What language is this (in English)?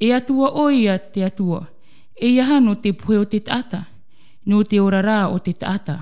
Tahitian